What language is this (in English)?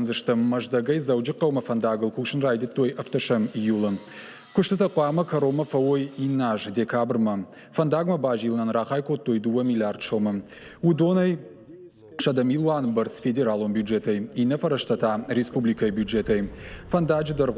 Ossetic